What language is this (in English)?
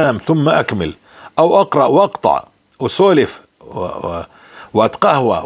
North Levantine Arabic